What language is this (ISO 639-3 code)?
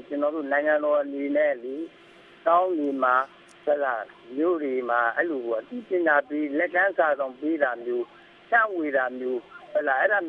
mya